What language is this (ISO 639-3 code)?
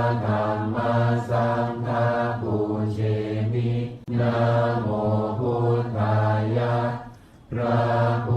pli